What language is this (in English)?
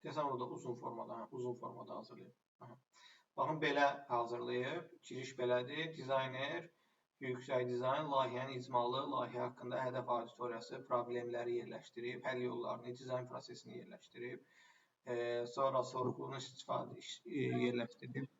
Azerbaijani